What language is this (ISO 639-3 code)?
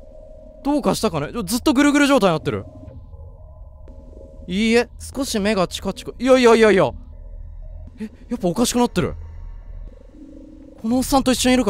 jpn